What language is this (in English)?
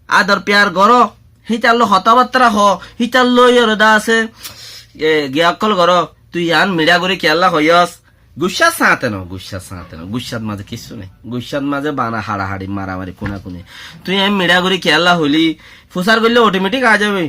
Rohingya